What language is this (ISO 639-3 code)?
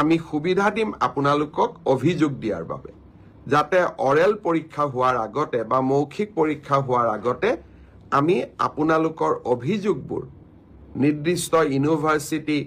asm